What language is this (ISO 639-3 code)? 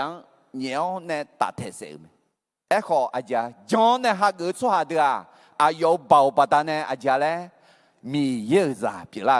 ahk